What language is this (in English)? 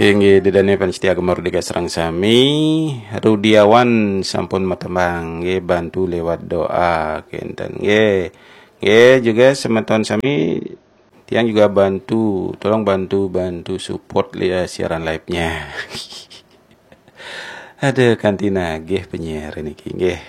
Balinese